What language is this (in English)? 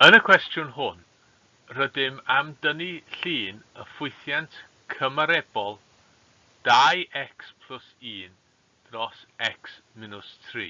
Welsh